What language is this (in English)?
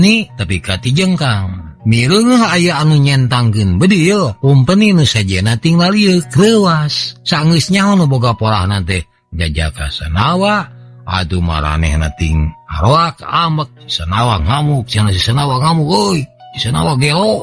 Sundanese